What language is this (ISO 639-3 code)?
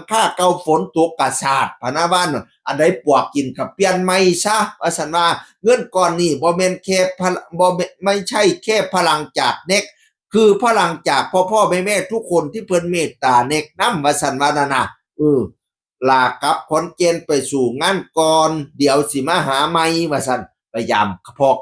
tts